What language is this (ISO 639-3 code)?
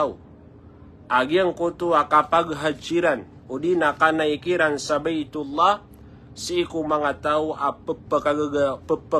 mrw